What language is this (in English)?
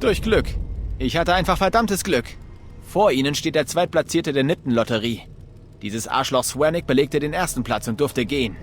Bavarian